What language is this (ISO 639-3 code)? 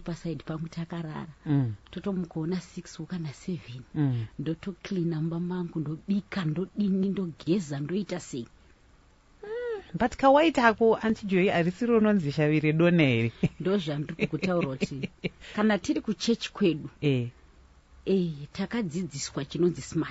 sna